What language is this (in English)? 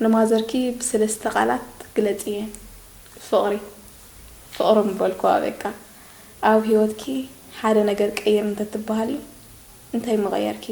Tigrinya